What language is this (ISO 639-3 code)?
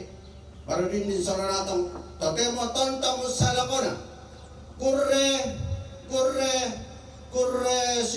sda